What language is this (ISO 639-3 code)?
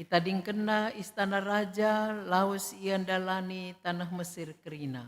btx